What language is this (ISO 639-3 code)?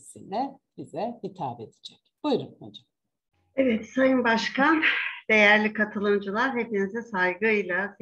tur